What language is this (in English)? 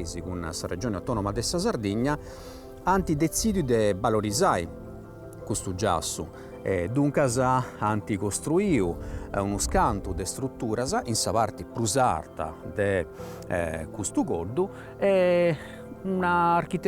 Sardinian